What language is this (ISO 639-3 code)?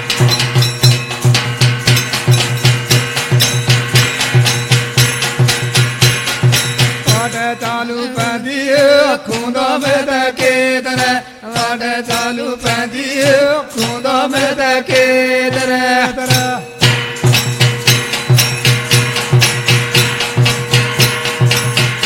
lmn